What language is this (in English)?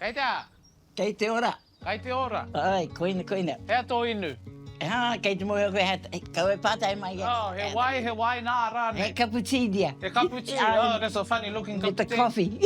Māori